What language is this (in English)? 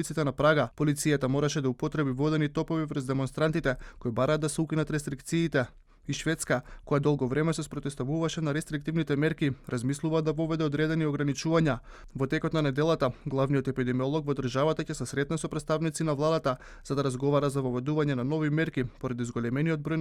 Macedonian